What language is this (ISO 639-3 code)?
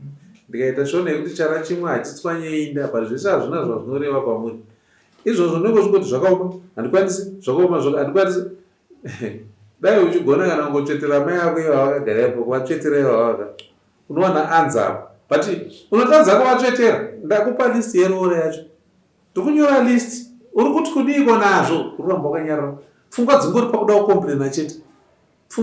sna